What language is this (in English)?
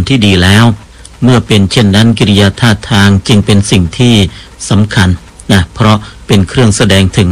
Thai